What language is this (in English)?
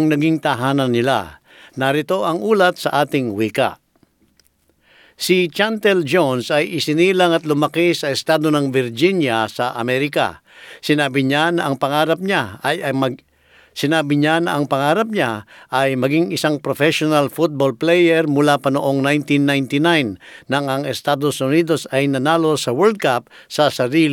Filipino